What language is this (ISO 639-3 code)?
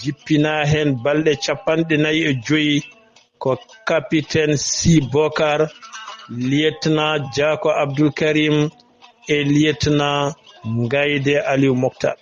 ful